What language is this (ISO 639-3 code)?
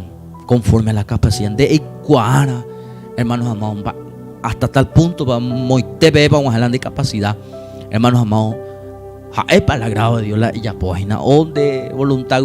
grn